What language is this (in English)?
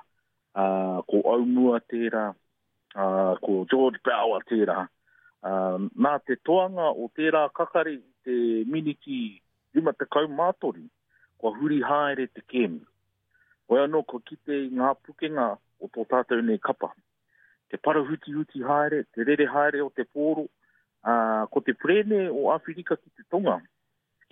Māori